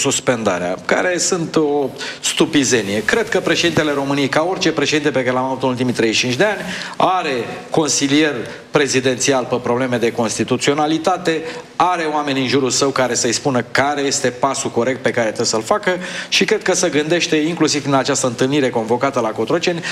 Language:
Romanian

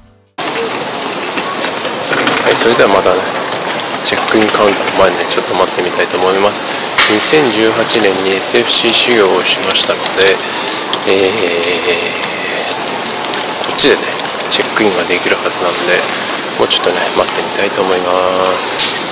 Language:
Japanese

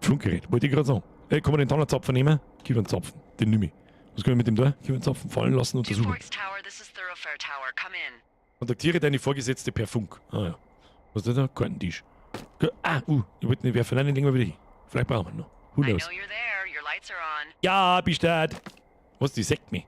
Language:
Bavarian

